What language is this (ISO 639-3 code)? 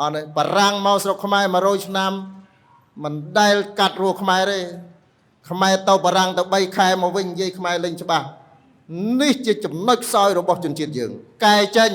khm